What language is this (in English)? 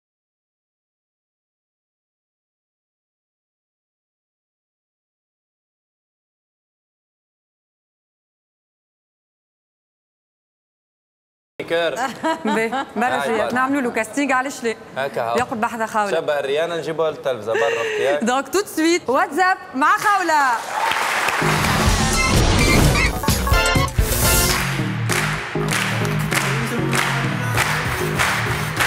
Tunisian Arabic